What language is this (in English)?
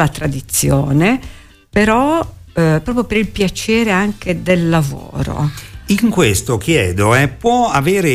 Italian